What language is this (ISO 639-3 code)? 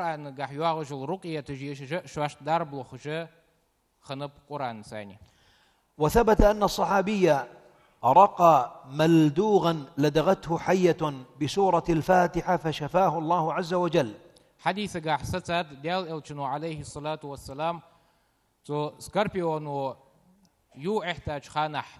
inh